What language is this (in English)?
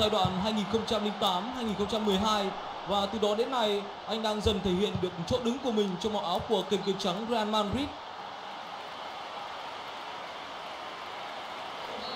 Vietnamese